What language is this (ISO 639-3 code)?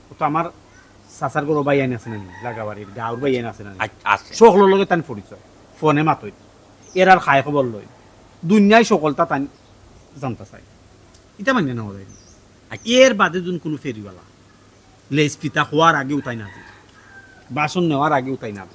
syl